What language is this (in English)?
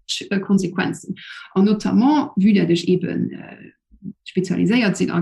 Luxembourgish